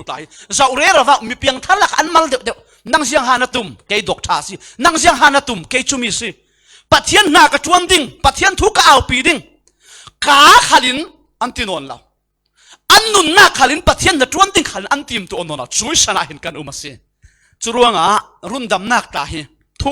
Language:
Falam Chin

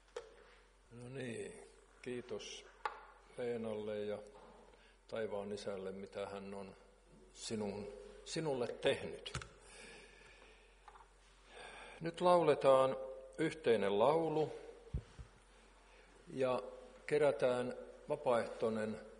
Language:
Finnish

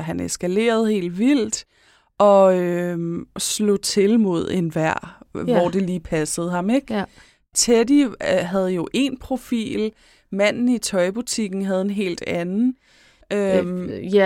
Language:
Danish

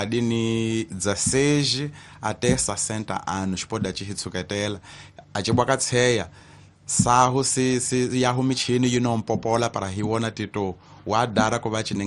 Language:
Tsonga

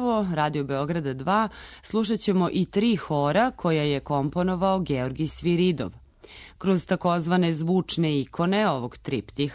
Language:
Serbian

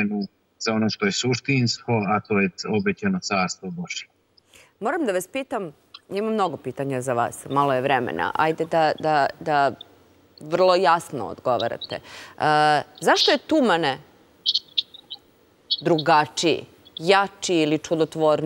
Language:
Serbian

